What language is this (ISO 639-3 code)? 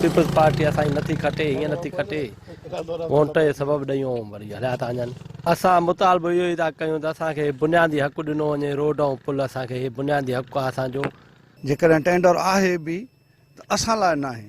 snd